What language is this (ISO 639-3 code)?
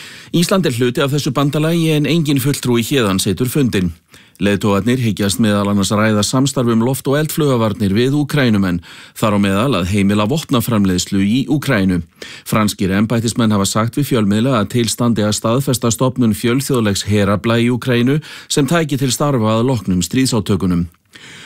isl